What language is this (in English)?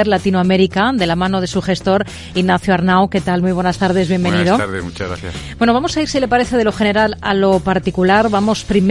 Spanish